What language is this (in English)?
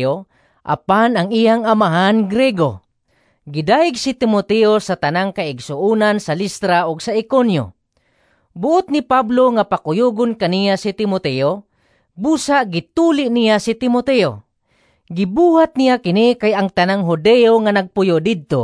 Cebuano